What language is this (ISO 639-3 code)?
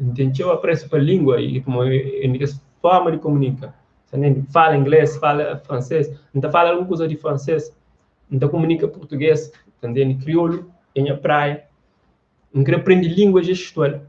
kea